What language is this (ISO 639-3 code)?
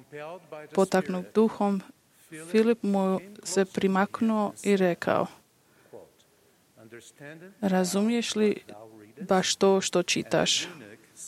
hrv